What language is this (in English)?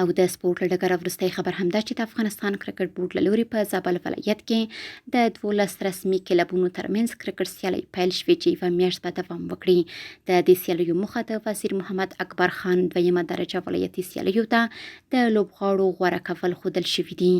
Pashto